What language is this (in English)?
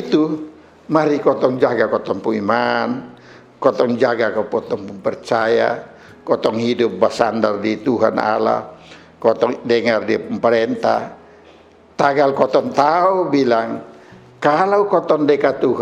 Kupang Malay